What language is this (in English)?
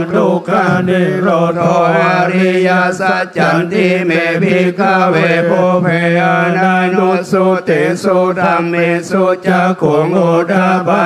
Pali